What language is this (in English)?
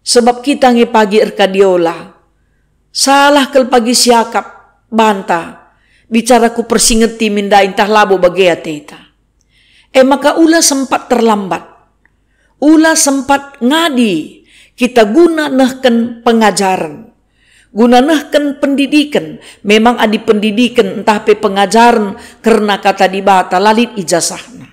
Batak Karo